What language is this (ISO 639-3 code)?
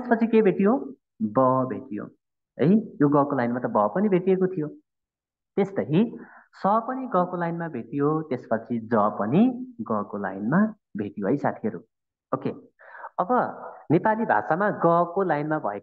nep